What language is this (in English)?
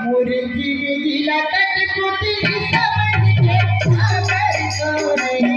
Chhattisgarhi